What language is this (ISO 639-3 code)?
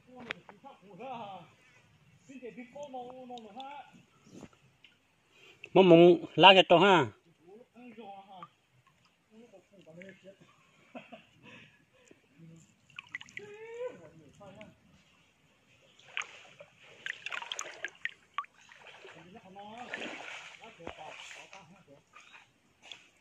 vie